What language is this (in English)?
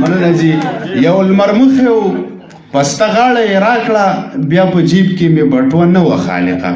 Pashto